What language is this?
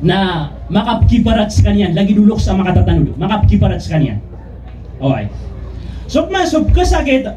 Maranao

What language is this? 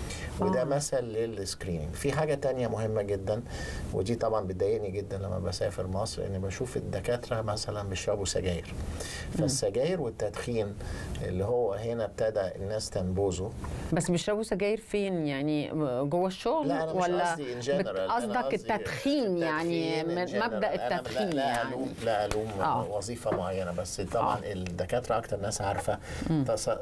Egyptian Arabic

